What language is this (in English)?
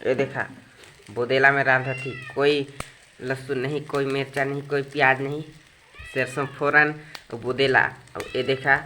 Chhattisgarhi